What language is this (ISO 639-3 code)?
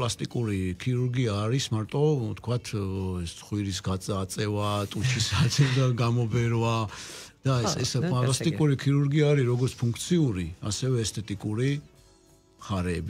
kat